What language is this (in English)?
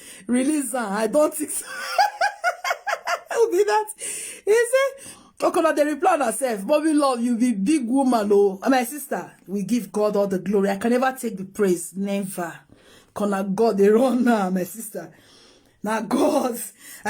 Nigerian Pidgin